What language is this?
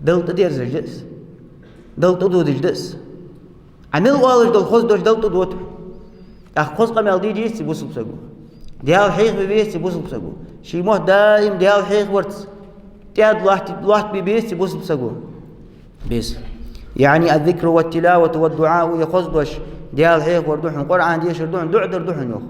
Ingush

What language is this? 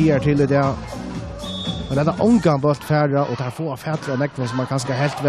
Faroese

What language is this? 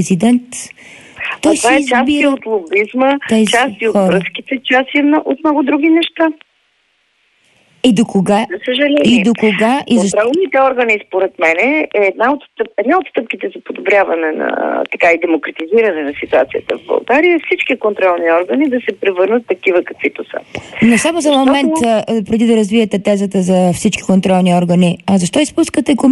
Bulgarian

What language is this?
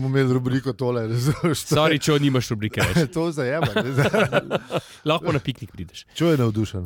Slovenian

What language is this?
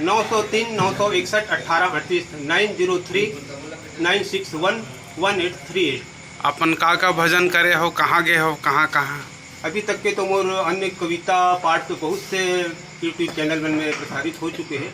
Chhattisgarhi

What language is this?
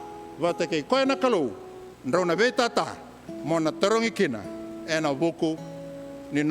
Fijian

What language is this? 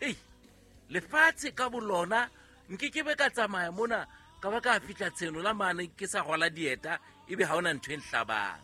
Southern Sotho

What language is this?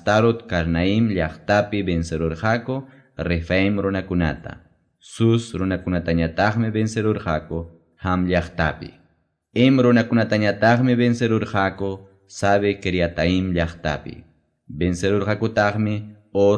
Ayacucho Quechua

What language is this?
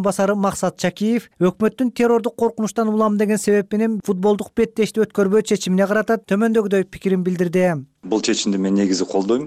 Kyrgyz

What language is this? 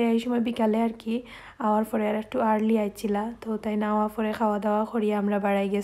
Sylheti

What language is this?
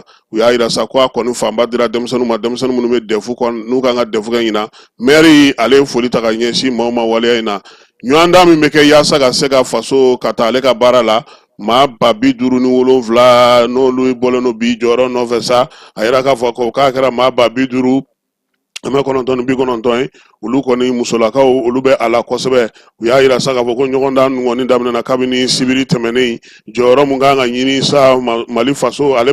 Bambara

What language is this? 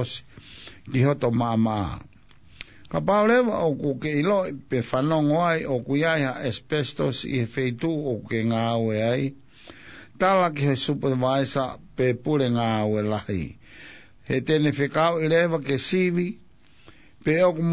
Tongan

